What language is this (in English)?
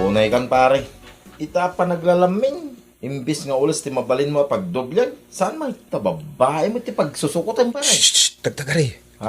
Iloko